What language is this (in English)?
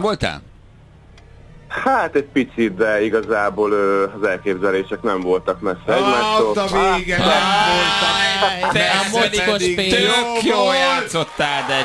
Hungarian